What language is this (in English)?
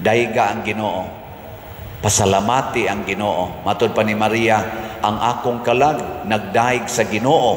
Cebuano